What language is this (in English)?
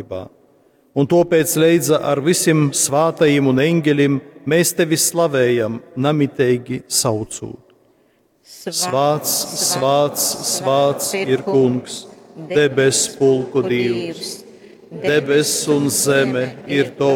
Latgalian